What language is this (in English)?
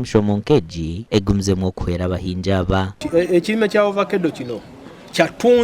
Nyankole